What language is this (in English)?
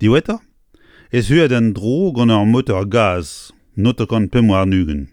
Breton